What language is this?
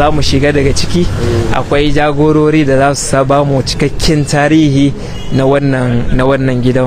Hausa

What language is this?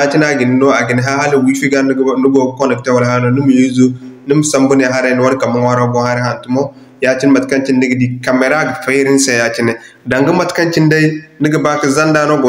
Zarma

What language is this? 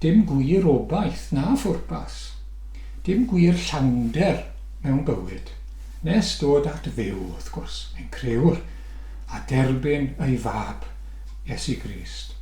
Welsh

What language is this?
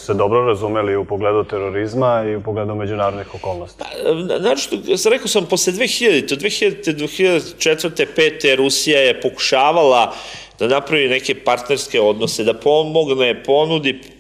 Serbian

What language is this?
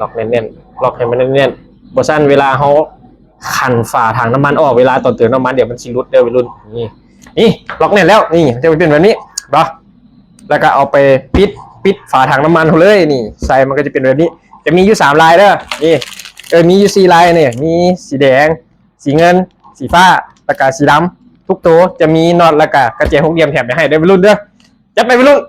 Lao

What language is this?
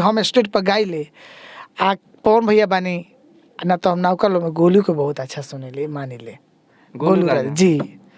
Bhojpuri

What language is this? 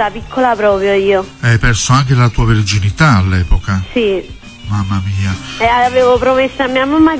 Italian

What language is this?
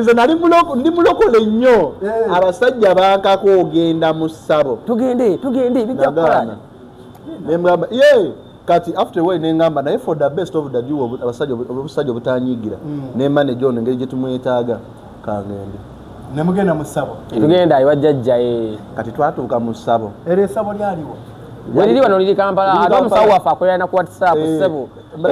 Ganda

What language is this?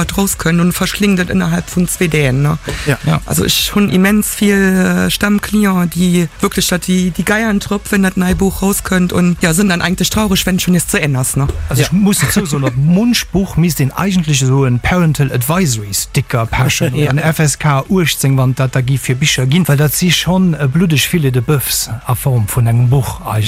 Luxembourgish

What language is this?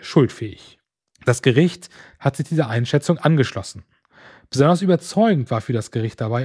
German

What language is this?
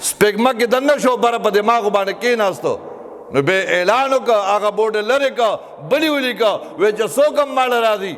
Pashto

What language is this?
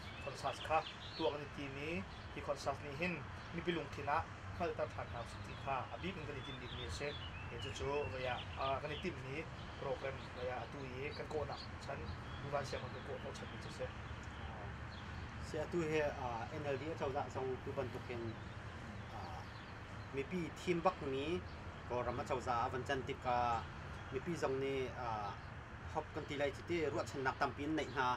Hakha Chin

